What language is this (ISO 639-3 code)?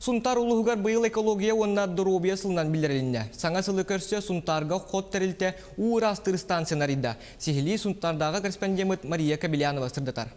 sah